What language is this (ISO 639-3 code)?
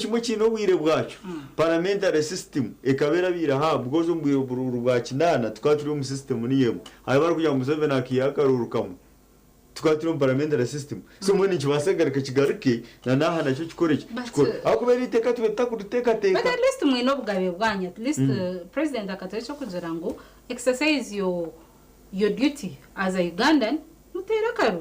nyn